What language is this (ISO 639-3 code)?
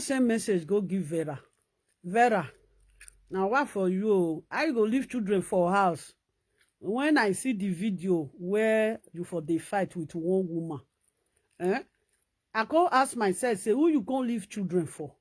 pcm